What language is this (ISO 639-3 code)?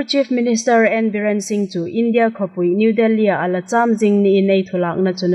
hmr